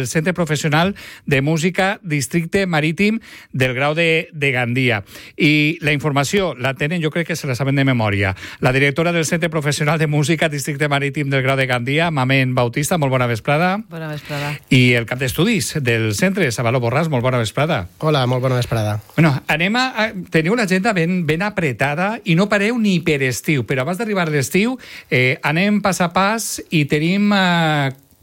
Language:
Catalan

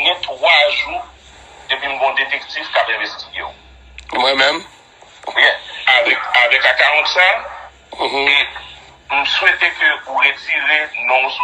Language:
Haitian Creole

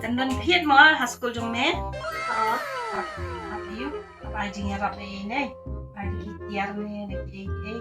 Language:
Khasi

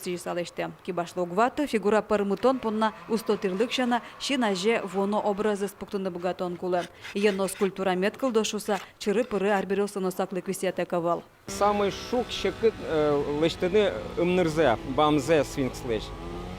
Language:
Udmurt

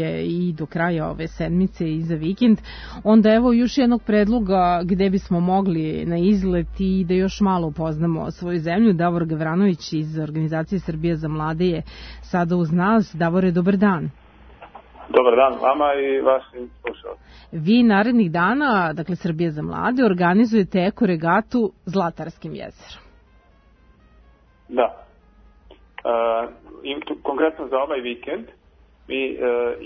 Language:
Serbian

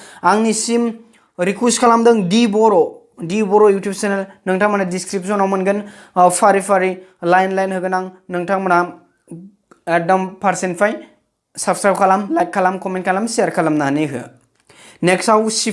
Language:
Bodo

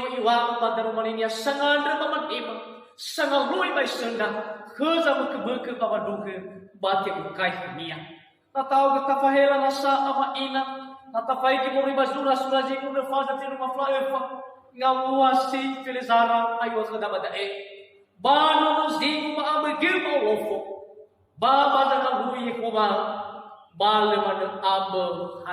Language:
Nias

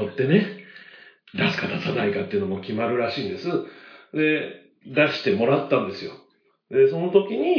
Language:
Japanese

